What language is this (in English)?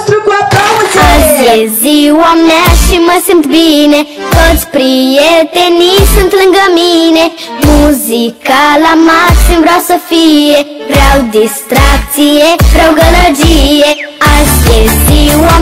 Romanian